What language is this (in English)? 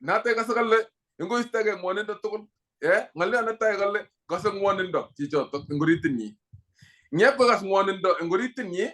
Kalenjin